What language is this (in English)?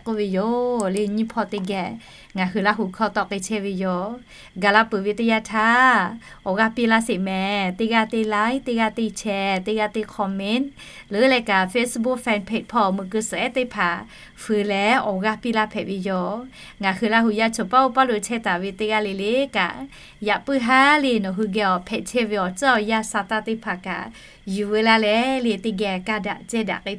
Lahu